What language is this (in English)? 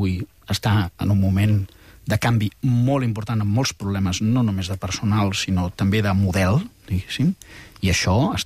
Catalan